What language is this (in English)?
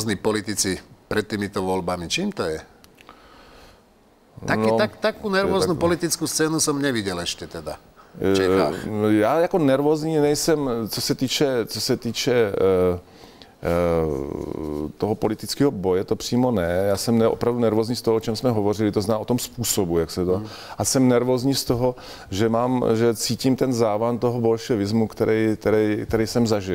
Czech